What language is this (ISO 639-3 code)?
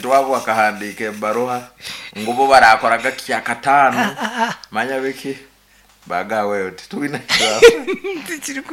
nyn